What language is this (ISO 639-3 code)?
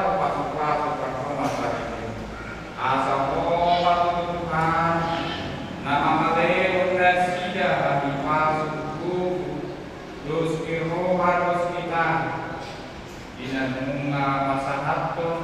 bbc